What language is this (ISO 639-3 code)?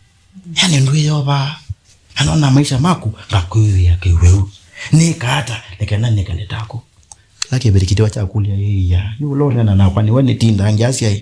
kam